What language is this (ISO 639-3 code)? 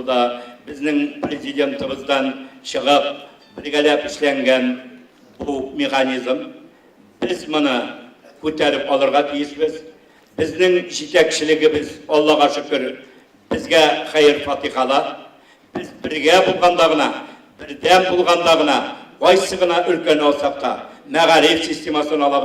tat